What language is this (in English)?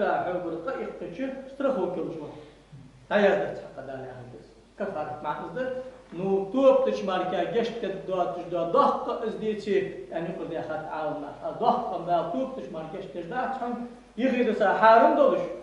Ingush